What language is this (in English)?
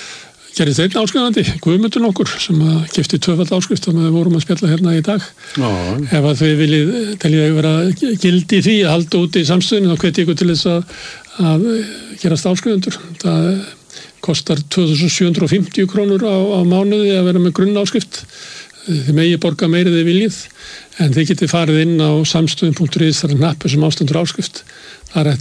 Icelandic